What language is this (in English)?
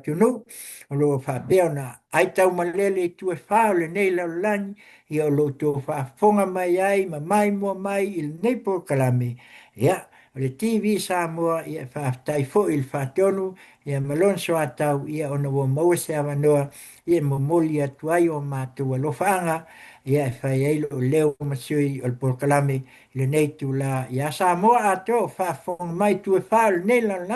Samoan